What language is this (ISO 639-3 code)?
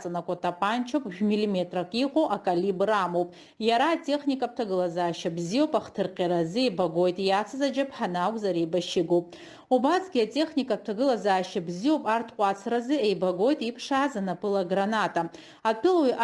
abk